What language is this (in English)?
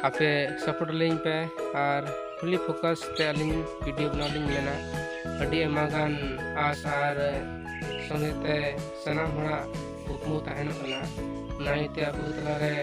Santali